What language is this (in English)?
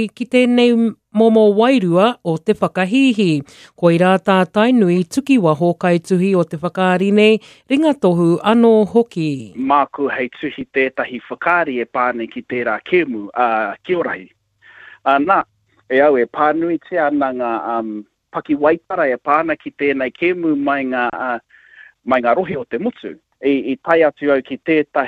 Māori